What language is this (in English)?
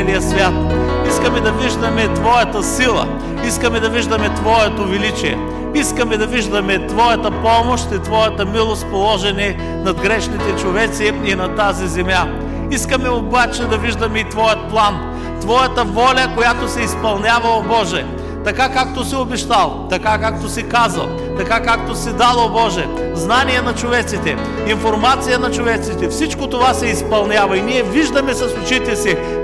Bulgarian